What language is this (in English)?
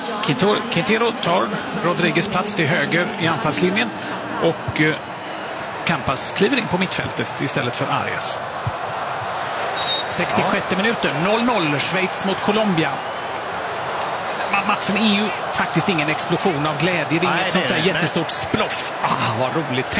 Swedish